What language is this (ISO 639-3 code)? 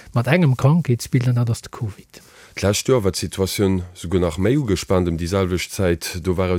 ltz